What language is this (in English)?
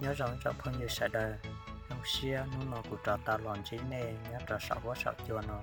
Hmong